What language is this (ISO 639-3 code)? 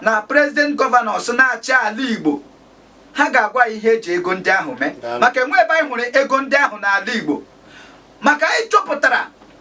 ibo